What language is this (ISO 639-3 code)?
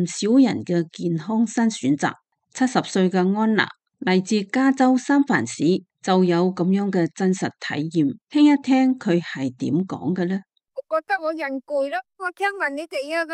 yue